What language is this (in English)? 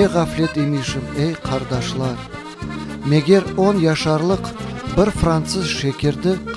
Crimean Tatar